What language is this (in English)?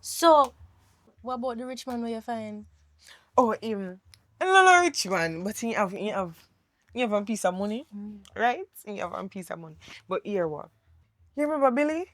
Jamaican Creole English